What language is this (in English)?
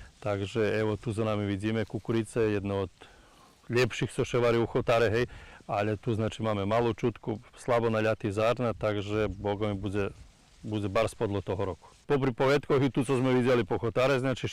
Rusyn